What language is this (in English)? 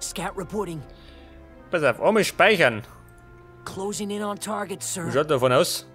Bavarian